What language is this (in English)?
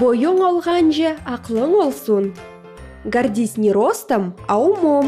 Crimean Tatar